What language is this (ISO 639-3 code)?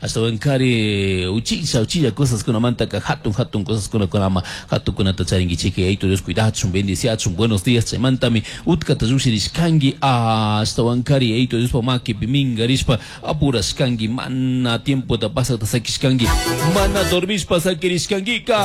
qug